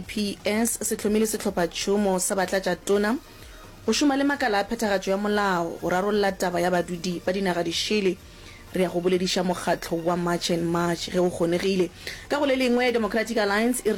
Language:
Northern Sotho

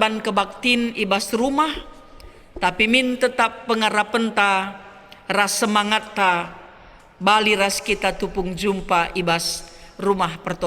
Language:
Batak Karo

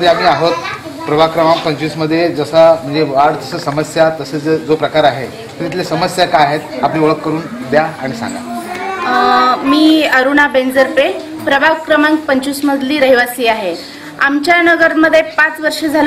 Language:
Marathi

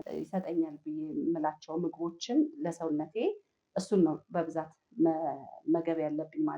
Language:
Amharic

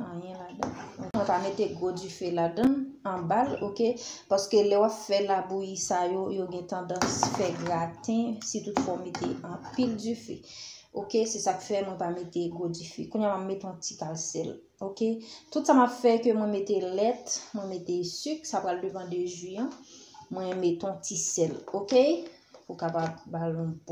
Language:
Haitian Creole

